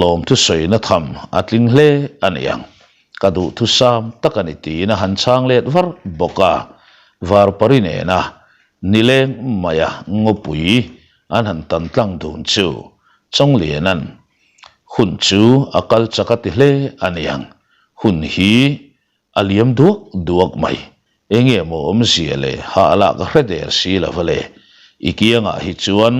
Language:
Mizo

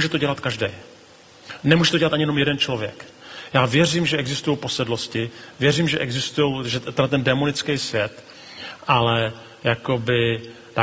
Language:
Czech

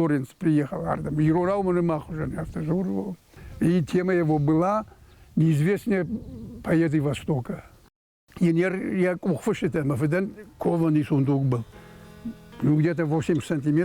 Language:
Ossetic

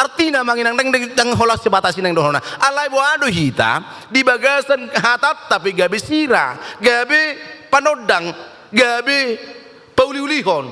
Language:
Batak Toba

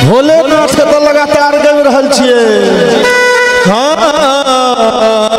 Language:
Maithili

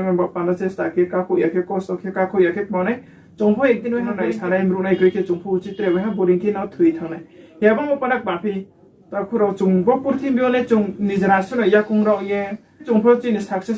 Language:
Riang (India)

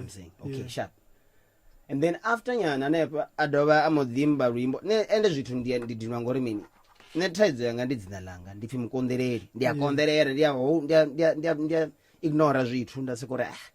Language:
Venda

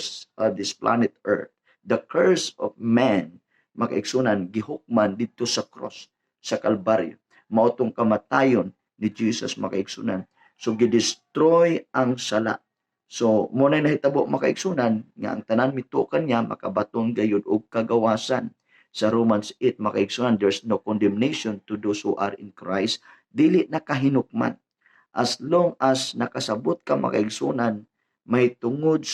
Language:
Cebuano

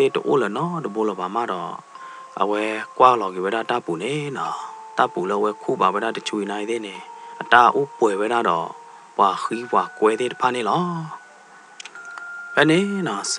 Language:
S'gaw Karen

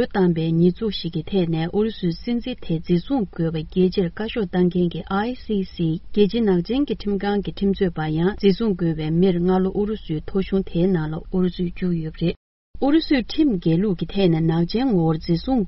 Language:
Tibetan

